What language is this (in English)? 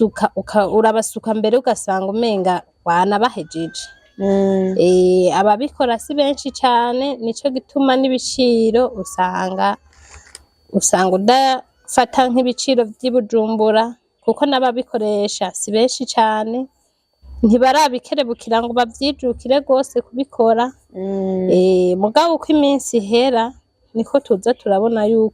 Rundi